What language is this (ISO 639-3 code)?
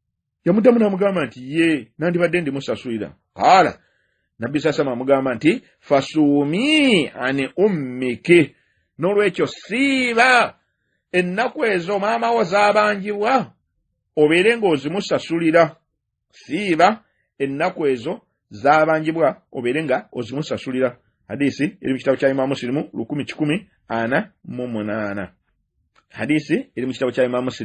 lug